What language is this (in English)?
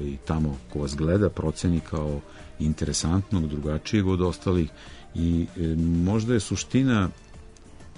Serbian